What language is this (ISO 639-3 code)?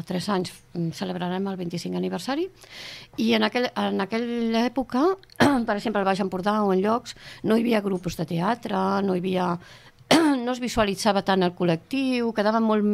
cat